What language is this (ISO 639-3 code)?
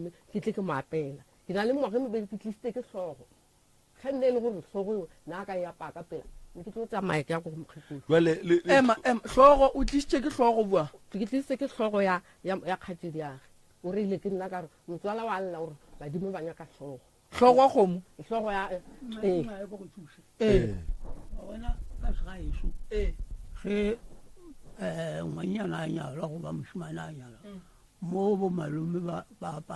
nso